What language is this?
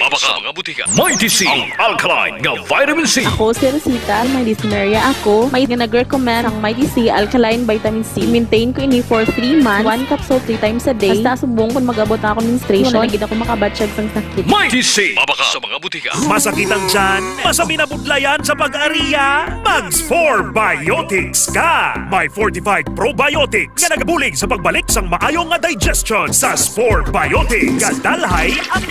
Hiligaynon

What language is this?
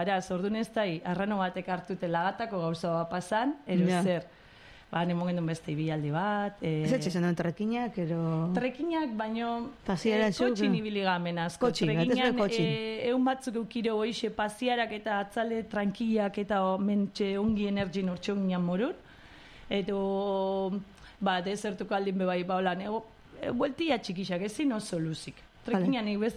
Basque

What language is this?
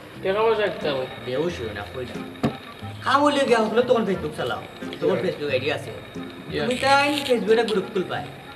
Sylheti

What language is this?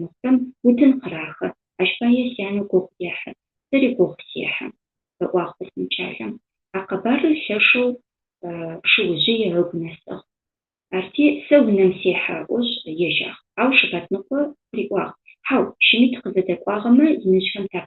Adyghe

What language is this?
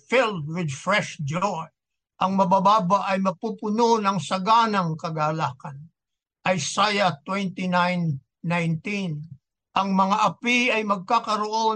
Filipino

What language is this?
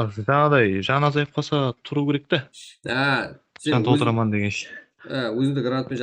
Kara-Kalpak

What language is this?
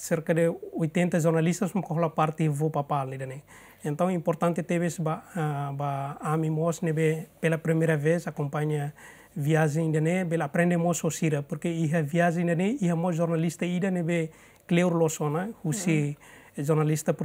Tetum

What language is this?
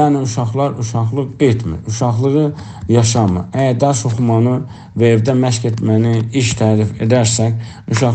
South Azerbaijani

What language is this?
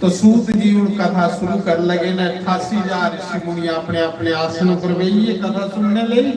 Dogri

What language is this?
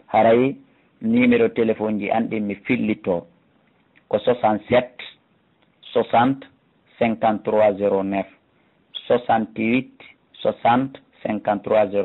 Fula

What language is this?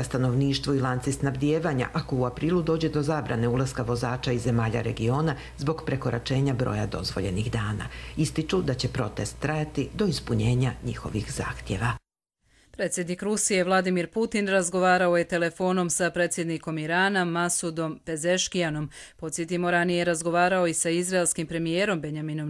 Croatian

